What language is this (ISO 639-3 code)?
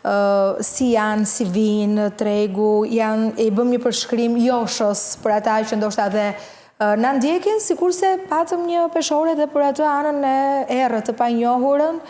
sqi